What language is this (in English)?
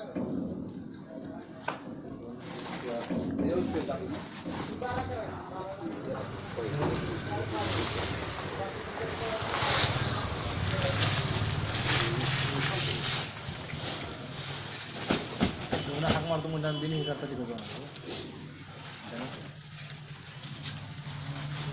Marathi